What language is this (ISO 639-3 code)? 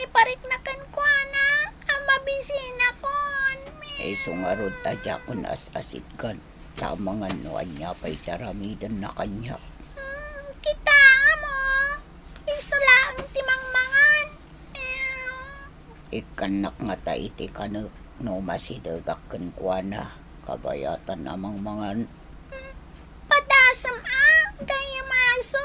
ilo